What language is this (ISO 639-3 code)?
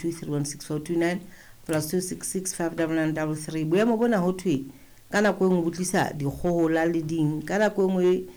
sot